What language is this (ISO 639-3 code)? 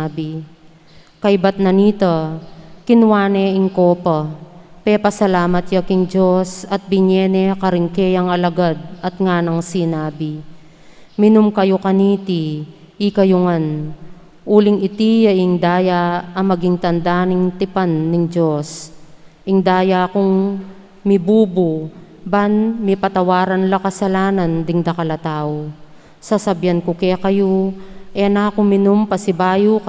pam